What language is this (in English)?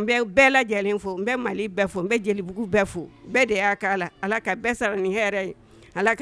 Bambara